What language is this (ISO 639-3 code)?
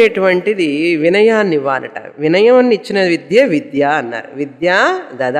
tel